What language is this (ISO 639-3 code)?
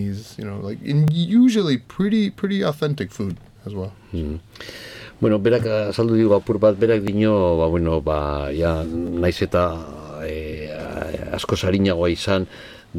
eus